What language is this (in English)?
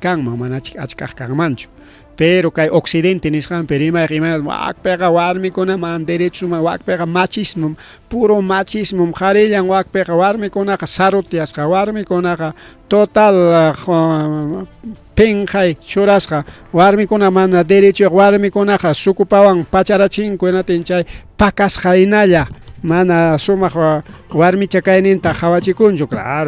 Ayacucho Quechua